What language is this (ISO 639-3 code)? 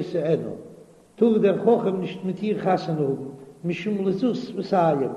yid